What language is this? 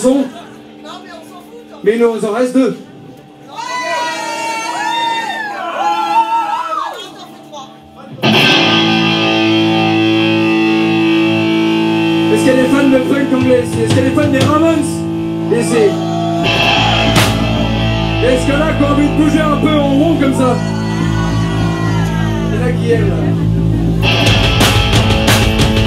French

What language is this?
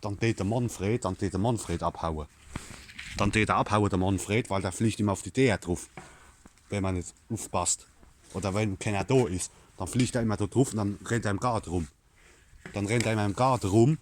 Palatine German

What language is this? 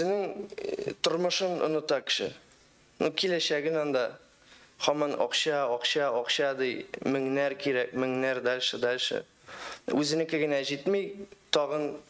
Tatar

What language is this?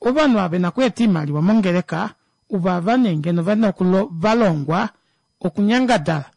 Kuanyama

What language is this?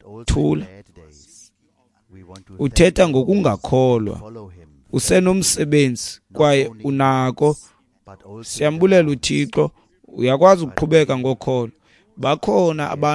Xhosa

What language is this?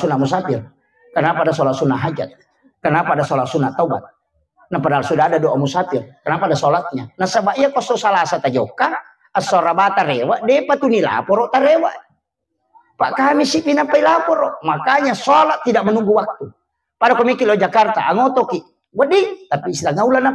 Buginese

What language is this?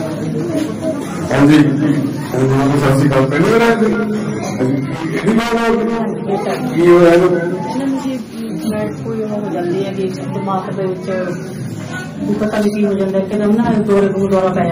Punjabi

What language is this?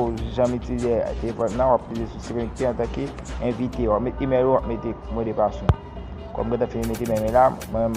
Haitian Creole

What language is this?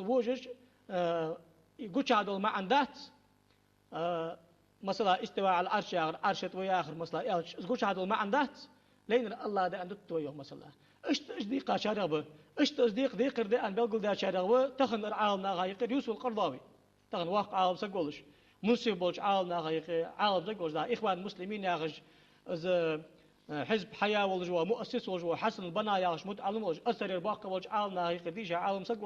Ingush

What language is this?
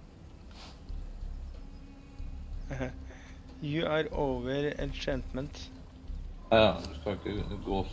Norwegian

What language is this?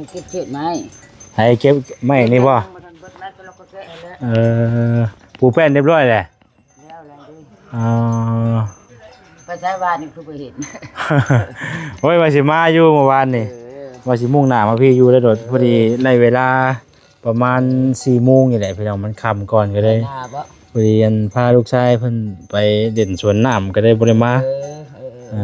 Lao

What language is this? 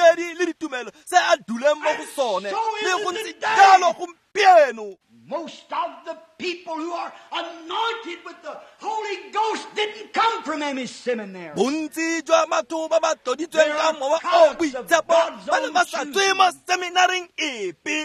Tswana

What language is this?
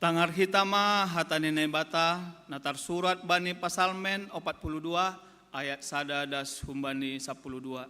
Batak Simalungun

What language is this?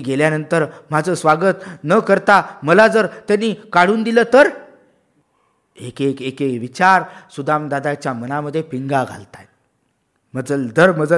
Marathi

